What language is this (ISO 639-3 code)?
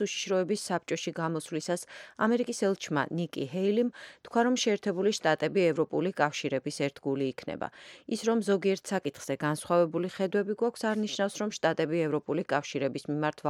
kat